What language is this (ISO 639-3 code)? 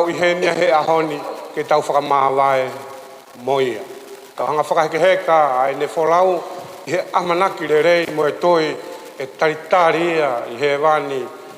ton